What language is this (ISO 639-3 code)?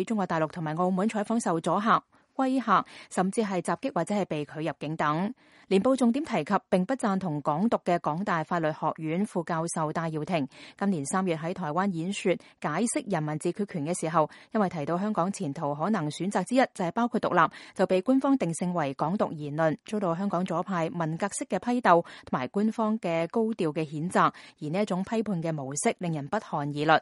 yue